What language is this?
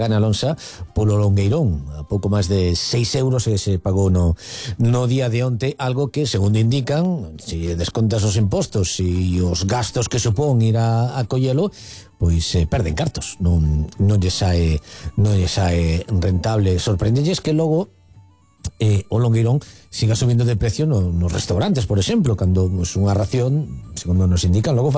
Galician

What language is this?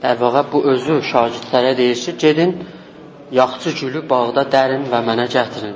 South Azerbaijani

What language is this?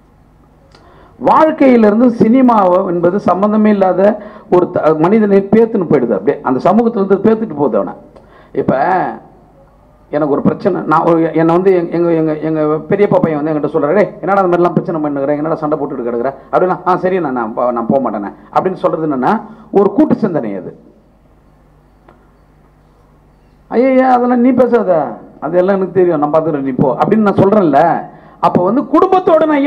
Tamil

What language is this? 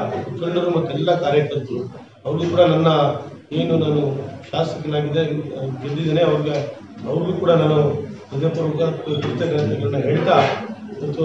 Kannada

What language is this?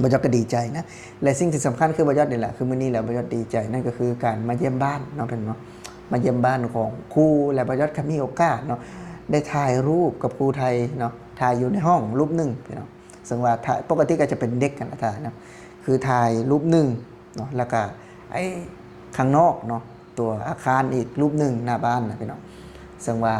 Lao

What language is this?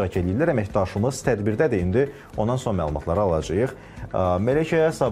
Azerbaijani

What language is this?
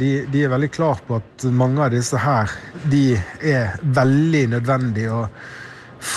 Norwegian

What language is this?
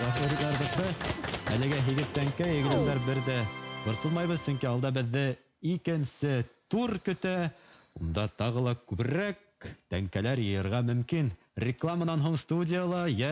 Bashkir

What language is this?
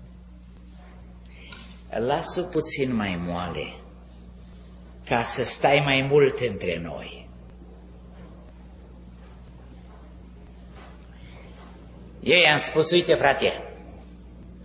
Romanian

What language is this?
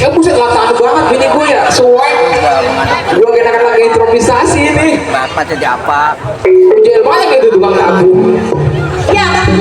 Betawi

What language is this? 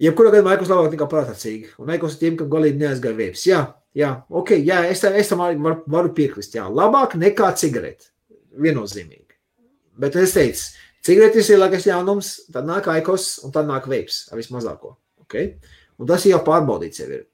Latvian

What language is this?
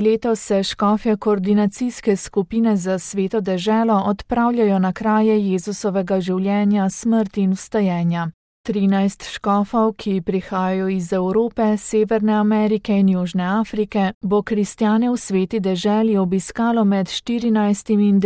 Slovenian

